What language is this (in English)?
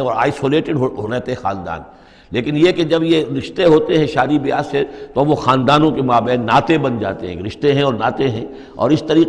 Urdu